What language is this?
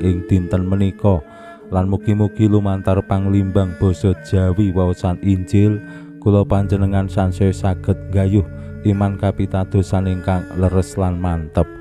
Javanese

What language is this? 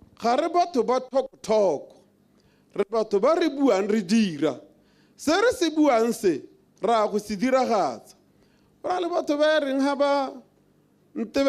Tswana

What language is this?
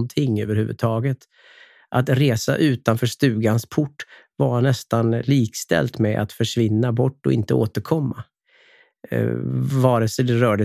Swedish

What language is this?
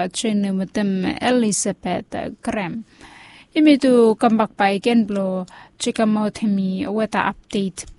Bislama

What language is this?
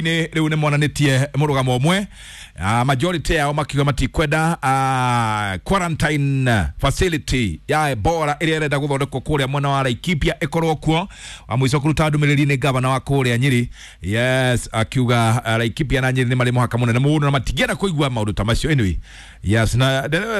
Kikuyu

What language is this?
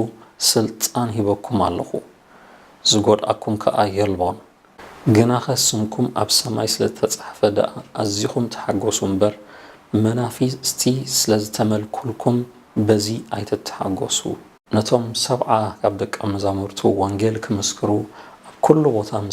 Tigrinya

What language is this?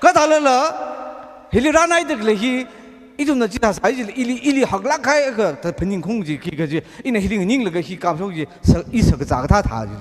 Tangkhul Naga (India)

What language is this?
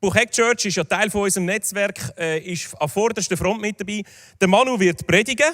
Swiss German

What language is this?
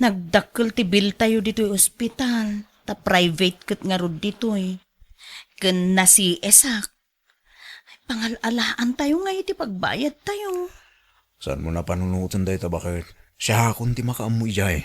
Iloko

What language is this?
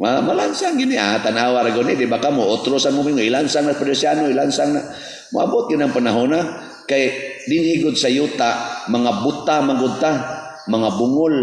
Cebuano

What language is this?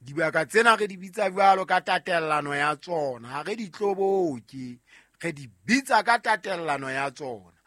Southern Sotho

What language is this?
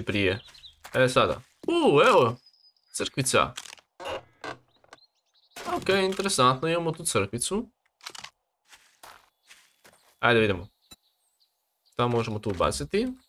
Croatian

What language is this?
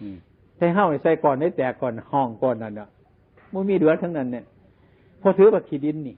Lao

